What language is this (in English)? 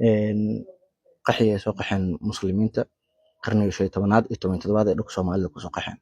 Somali